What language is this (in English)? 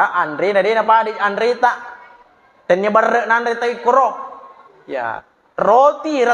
Buginese